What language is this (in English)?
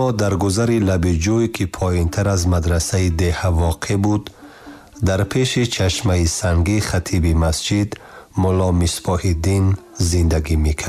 Tajik